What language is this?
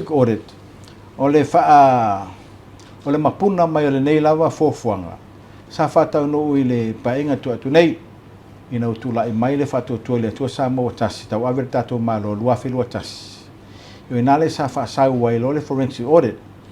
Samoan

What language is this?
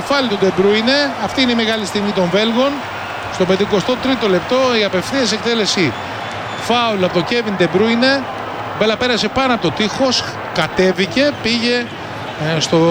Greek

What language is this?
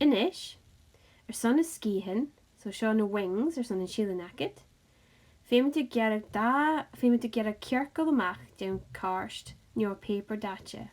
Scottish Gaelic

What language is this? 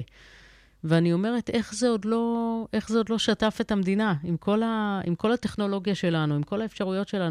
Hebrew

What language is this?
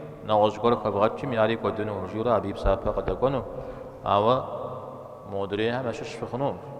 Kabardian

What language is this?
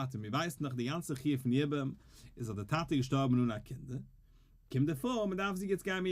Yiddish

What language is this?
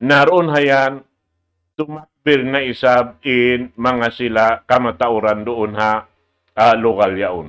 Tausug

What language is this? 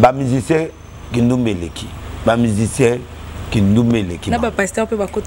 Lingala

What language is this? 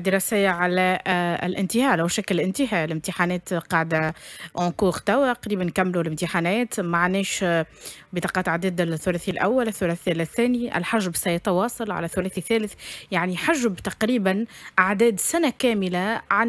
Tunisian Arabic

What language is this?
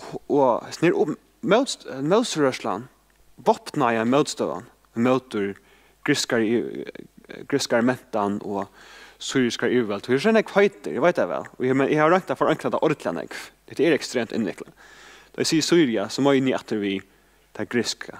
Faroese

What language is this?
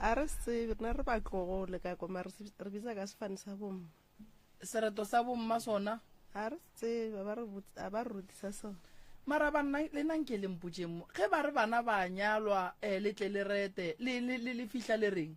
Northern Sotho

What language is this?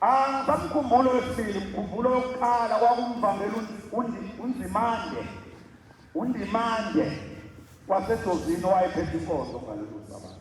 Zulu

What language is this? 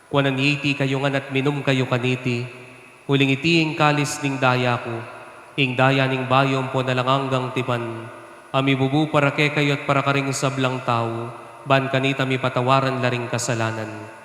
Pampanga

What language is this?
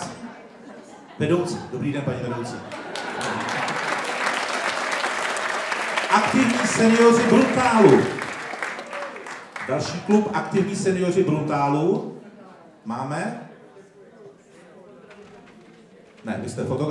Czech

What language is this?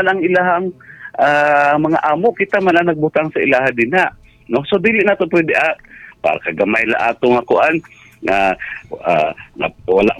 Cebuano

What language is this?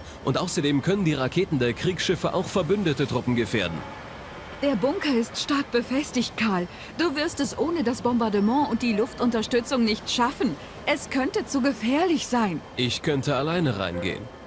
Bavarian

